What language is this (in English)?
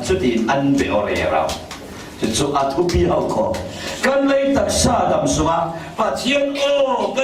Falam Chin